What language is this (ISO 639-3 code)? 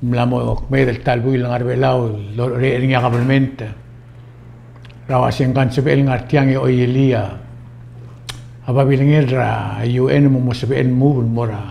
pau